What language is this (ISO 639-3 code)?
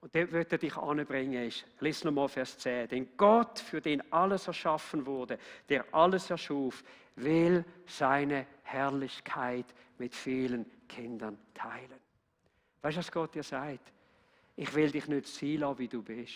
gsw